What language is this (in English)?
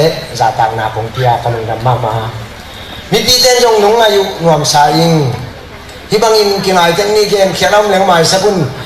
Tedim Chin